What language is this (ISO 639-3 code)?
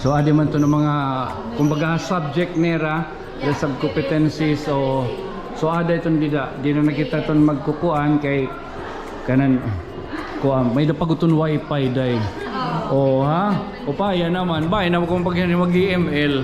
war